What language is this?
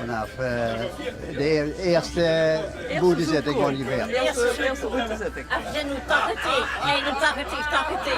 Limburgish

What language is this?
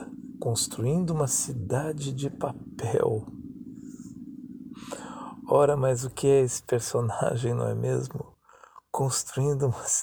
Portuguese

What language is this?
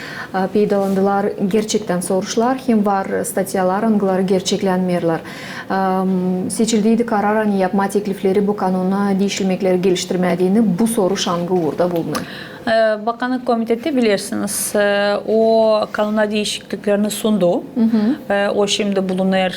Gagauz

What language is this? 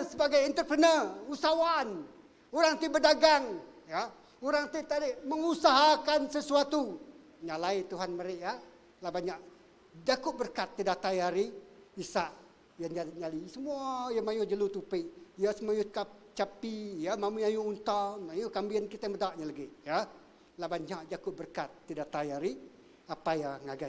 Iban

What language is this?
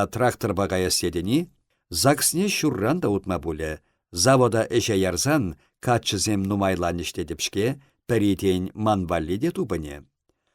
Chuvash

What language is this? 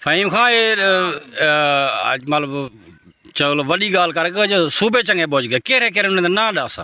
Saraiki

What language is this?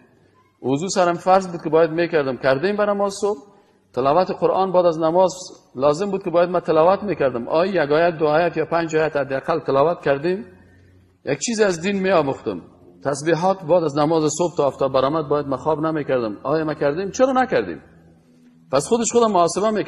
Persian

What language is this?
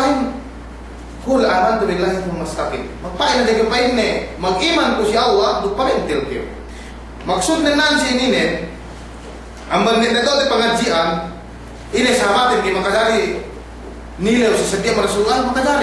Yakan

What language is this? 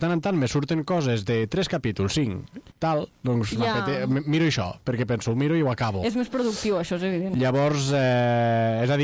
Catalan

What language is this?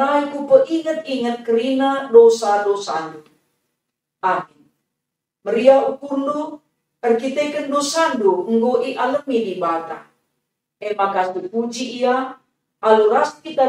Batak Karo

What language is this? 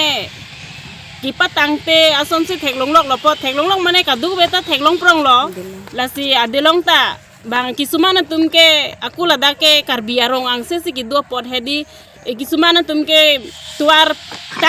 Karbi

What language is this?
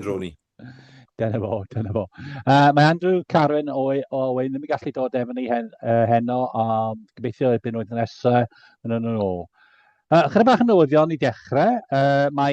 Welsh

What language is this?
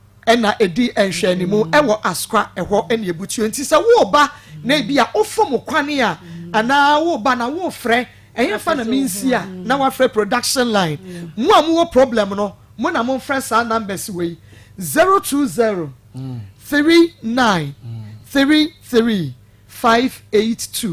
Akan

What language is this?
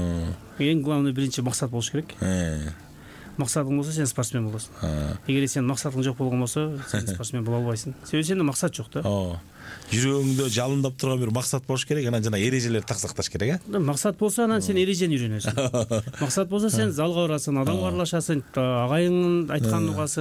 Kyrgyz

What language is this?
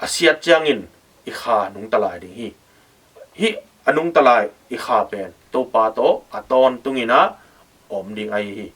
Tedim Chin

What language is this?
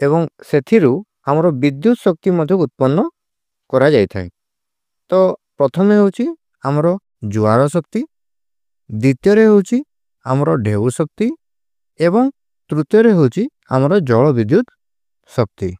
Odia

